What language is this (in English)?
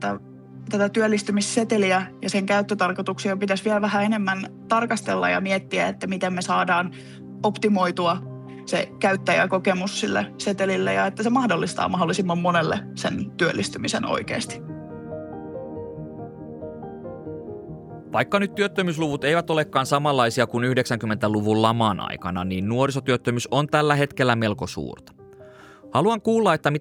Finnish